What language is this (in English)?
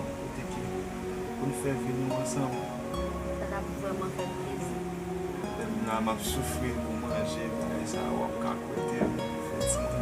Haitian Creole